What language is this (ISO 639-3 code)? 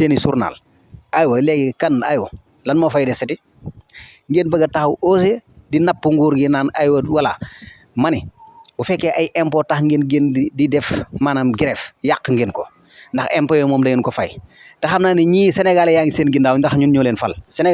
wol